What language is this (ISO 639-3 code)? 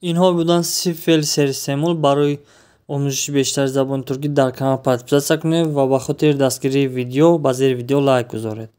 tgk